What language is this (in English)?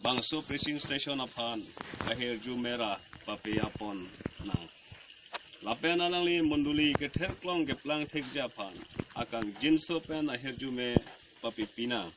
Karbi